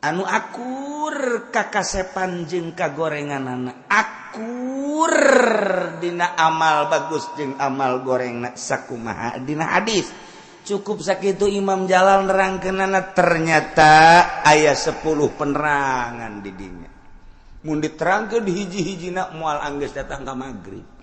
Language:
Sundanese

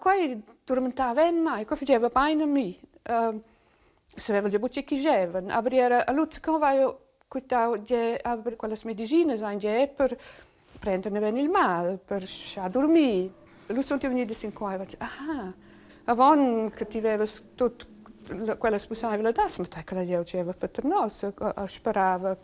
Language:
Romansh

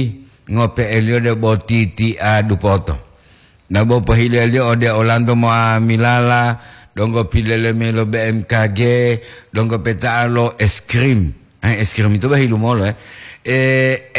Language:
Gorontalo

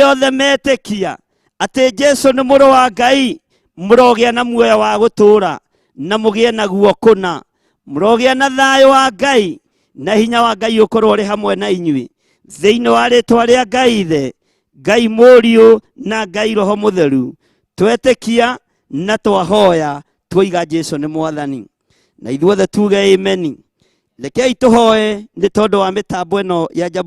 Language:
Kikuyu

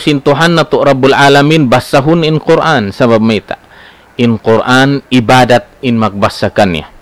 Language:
Tausug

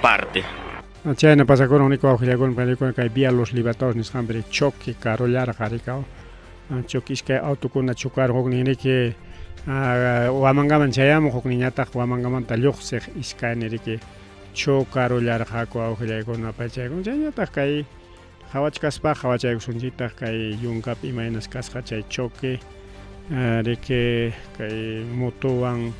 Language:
Ayacucho Quechua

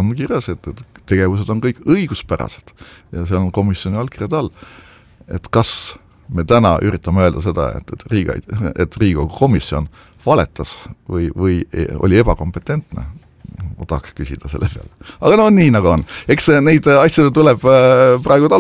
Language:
Estonian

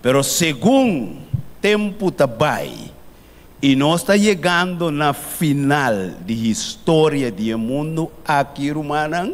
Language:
Papiamento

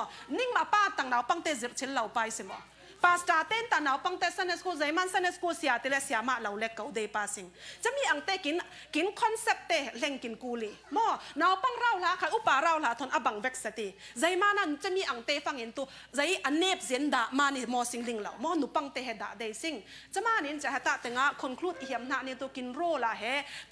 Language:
Falam Chin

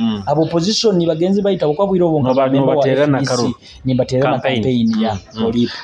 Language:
Nyoro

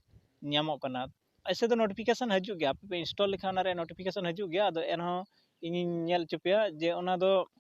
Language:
Santali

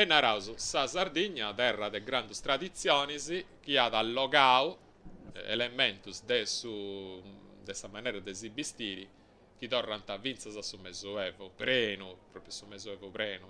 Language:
Sardinian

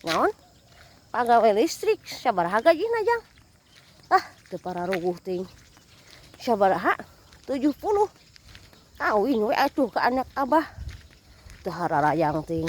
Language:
Sundanese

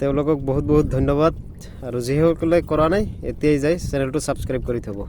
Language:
Assamese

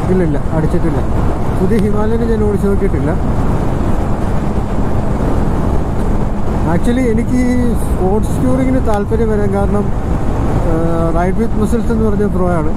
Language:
Malayalam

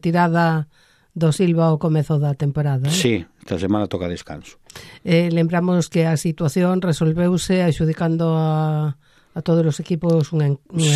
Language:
Galician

